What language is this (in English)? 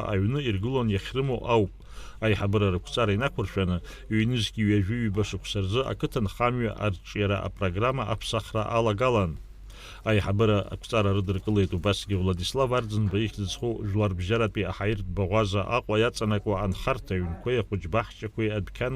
Abkhazian